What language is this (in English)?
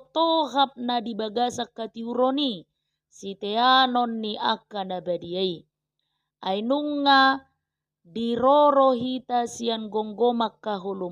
Batak Toba